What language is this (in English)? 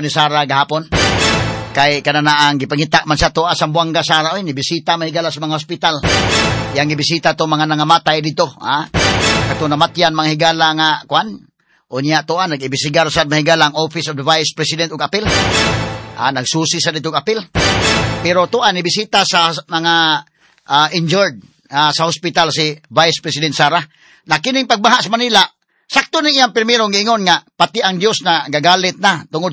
Cebuano